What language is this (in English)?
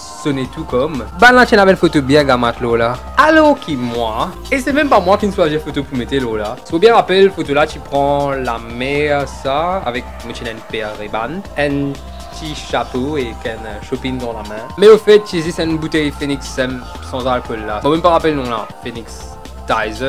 Morisyen